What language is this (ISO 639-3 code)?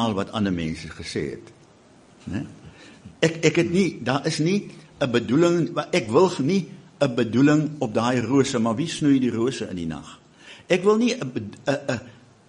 afr